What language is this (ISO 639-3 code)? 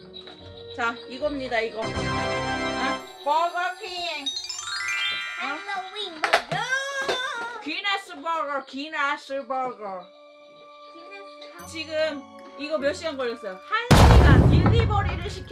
kor